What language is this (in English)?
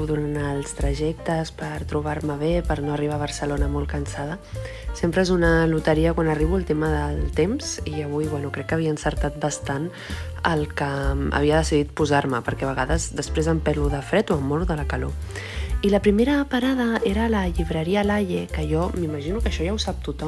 Catalan